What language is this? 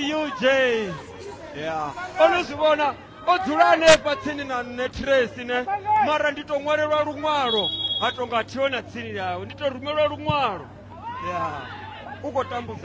Venda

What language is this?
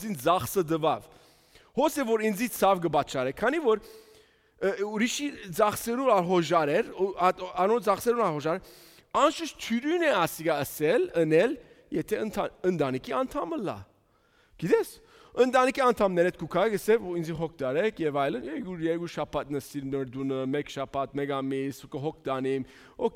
Western Armenian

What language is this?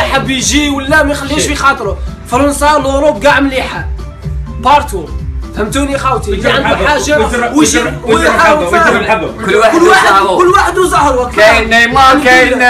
Algerian Arabic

